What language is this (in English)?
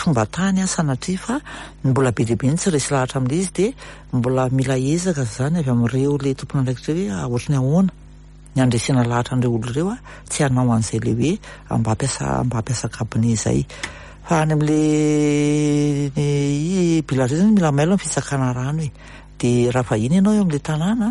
Malagasy